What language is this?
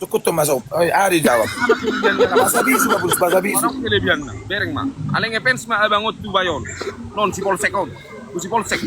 Batak Toba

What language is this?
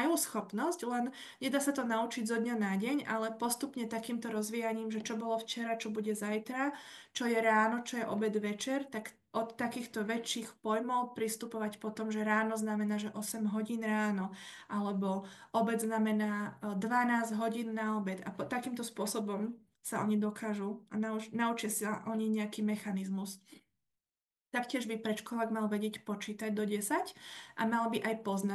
Slovak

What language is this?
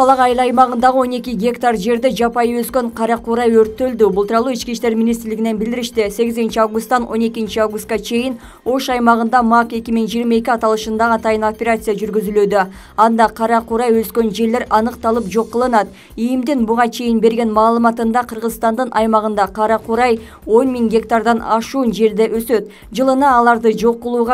Kyrgyz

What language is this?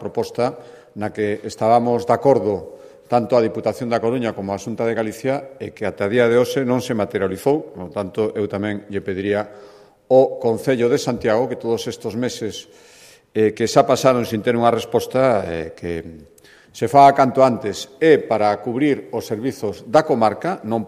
Galician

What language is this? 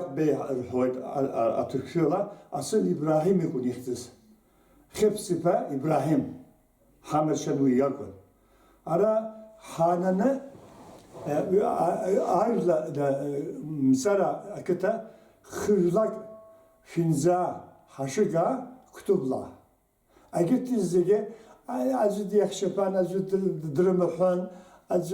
Abkhazian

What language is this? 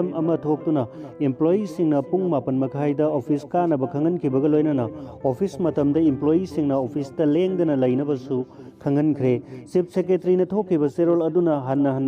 Manipuri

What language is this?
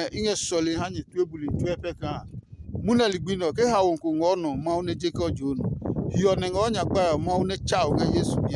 Adangme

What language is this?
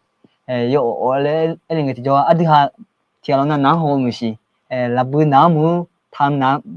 Akha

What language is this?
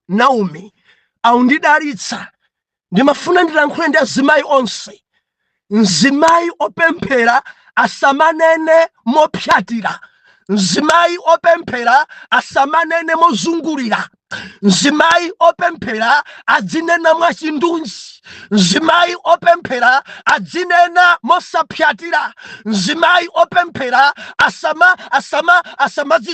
Nyanja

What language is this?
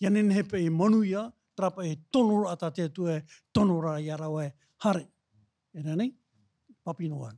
Tahitian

